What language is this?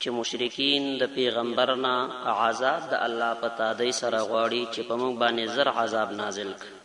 Pashto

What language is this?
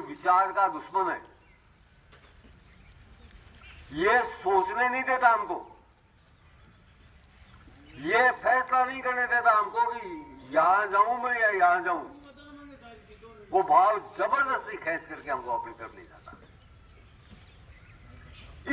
Hindi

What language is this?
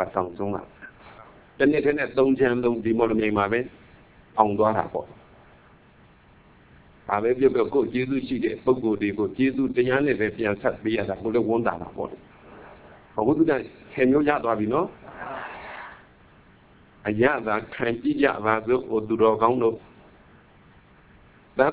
Burmese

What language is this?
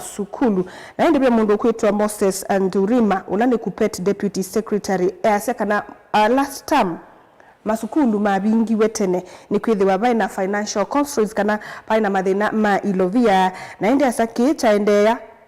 Kamba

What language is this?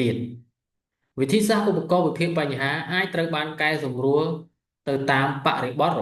Khmer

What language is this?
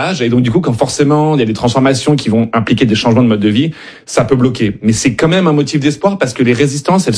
French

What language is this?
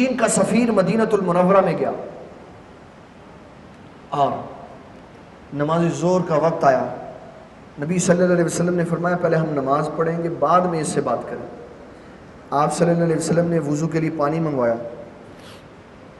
Urdu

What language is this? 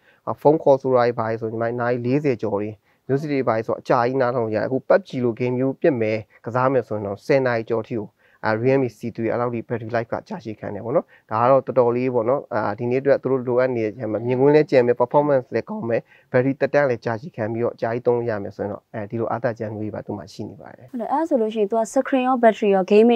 Burmese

